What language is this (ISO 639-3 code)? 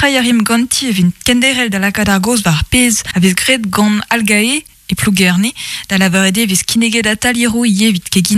bre